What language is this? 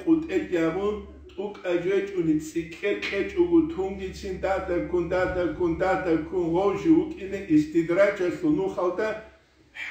Avaric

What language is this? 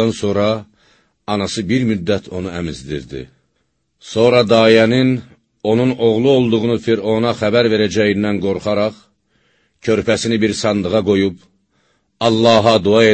Azerbaijani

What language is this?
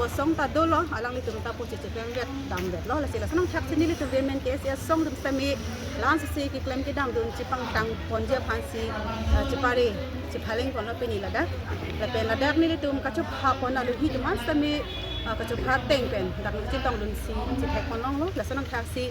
Karbi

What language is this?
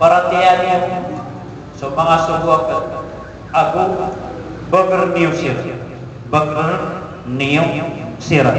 Maranao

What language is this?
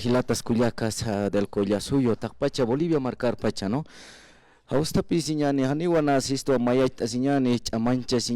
Aymara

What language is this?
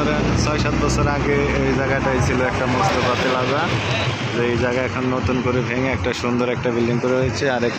Bangla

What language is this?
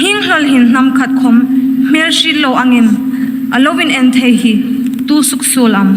Hmar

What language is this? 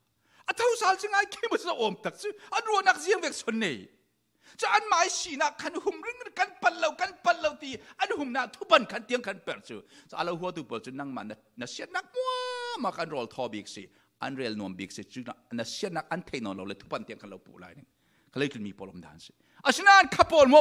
Falam Chin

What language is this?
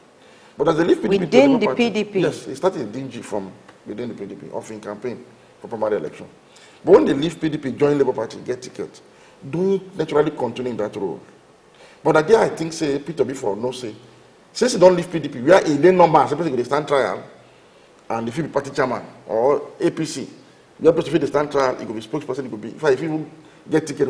Nigerian Pidgin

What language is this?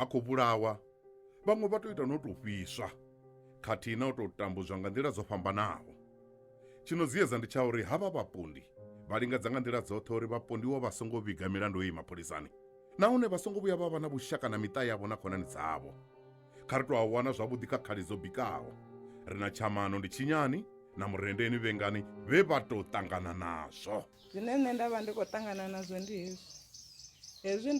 Venda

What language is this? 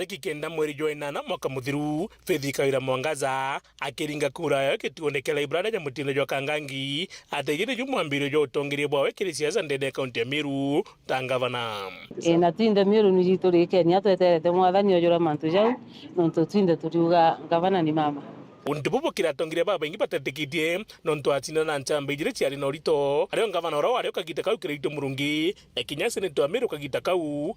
Meru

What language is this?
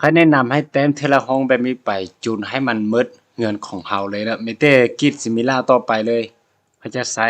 Lao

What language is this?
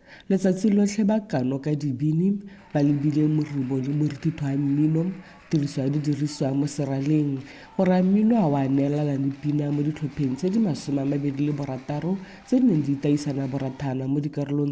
Tswana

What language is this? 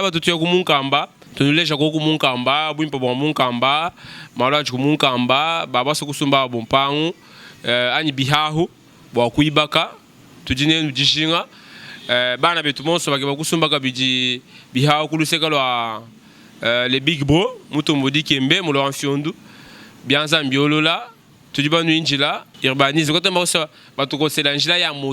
Luba-Lulua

